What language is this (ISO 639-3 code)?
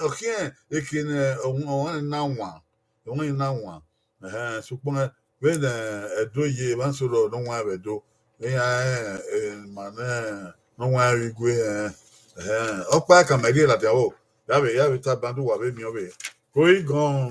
bin